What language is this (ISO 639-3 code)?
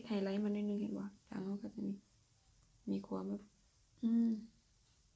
lao